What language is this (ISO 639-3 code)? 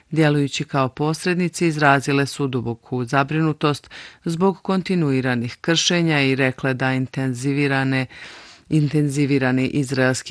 bos